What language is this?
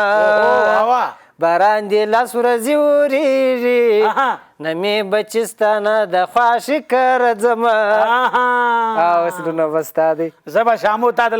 Pashto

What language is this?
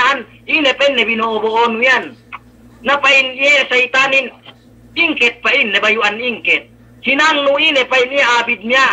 Yakan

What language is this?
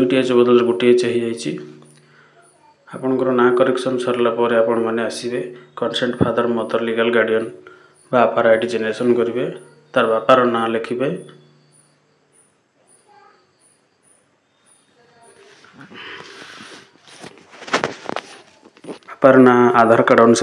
Odia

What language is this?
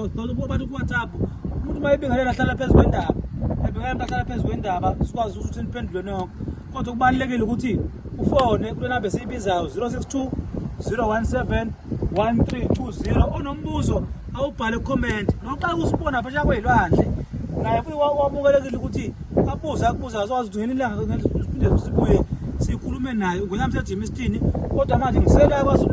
Zulu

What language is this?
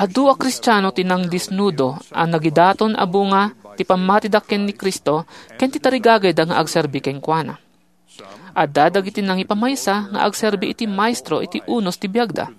Iloko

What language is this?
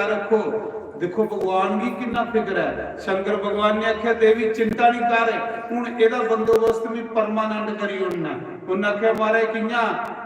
Dogri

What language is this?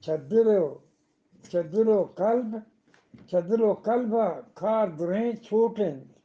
Eastern Balochi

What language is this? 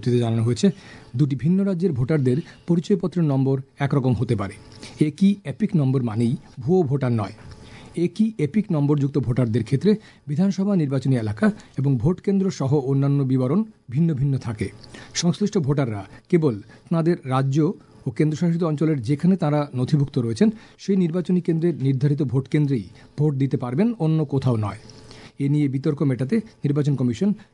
Bangla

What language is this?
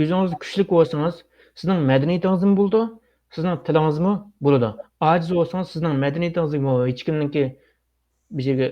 Uyghur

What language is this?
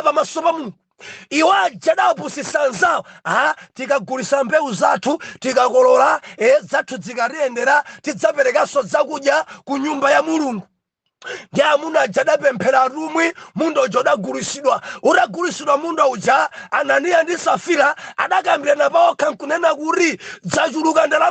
Nyanja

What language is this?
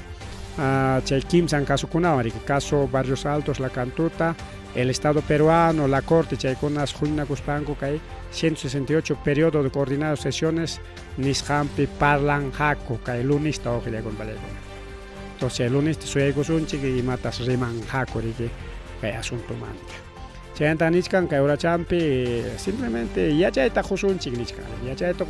Ayacucho Quechua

